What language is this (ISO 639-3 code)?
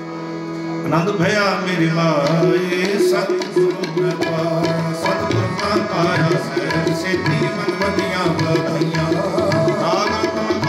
pan